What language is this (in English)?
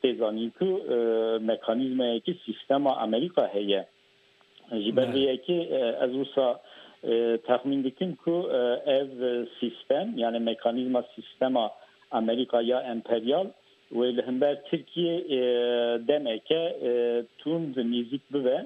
Kurdish